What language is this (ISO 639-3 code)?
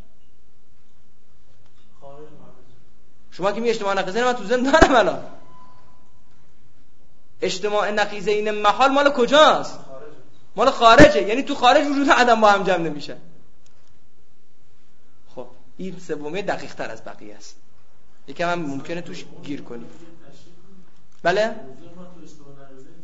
fas